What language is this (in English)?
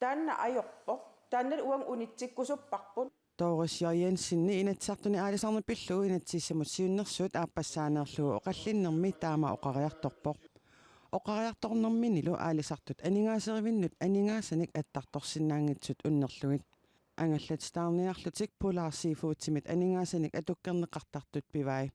Kalaallisut